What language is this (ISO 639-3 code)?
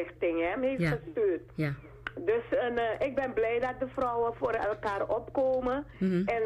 nld